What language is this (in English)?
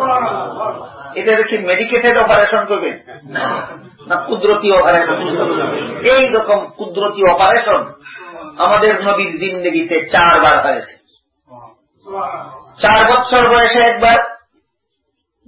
Bangla